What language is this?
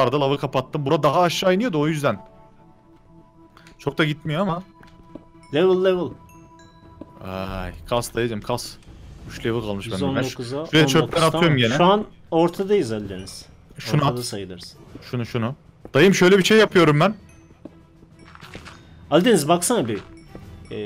Turkish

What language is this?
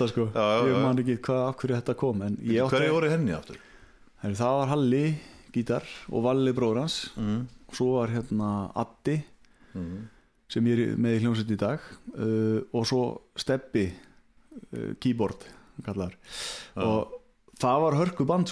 Icelandic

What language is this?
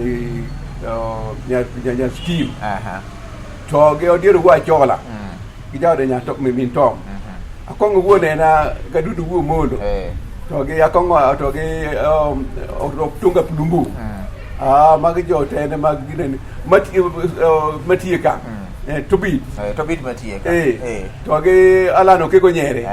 Luo (Kenya and Tanzania)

